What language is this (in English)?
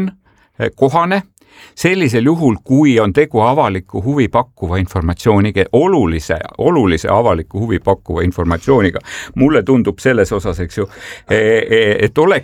Estonian